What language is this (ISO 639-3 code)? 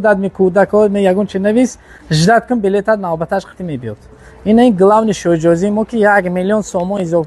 tgk